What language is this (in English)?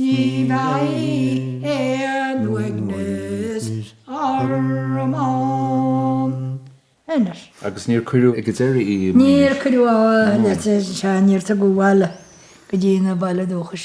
Irish